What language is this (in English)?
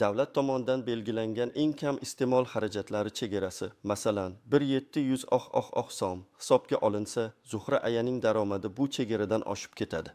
Uzbek